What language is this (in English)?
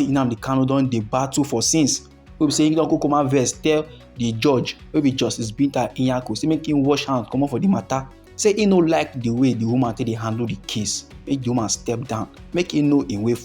Nigerian Pidgin